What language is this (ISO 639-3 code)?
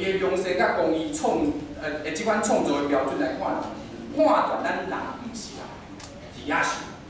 nan